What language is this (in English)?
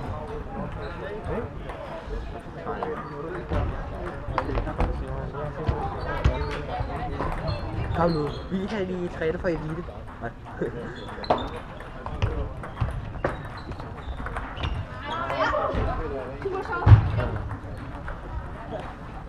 Danish